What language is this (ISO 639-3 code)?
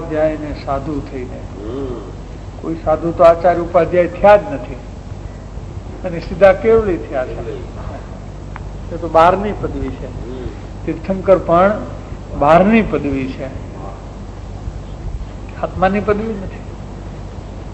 guj